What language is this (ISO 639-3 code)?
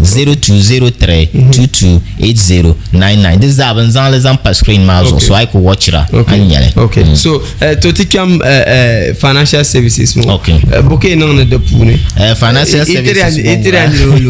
dag